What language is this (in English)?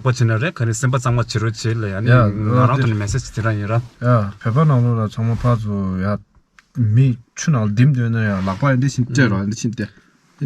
Tibetan